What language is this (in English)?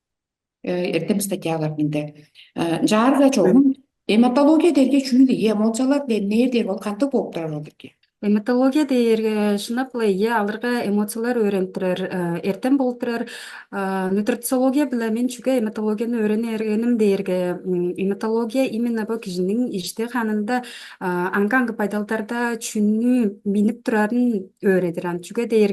Tuvinian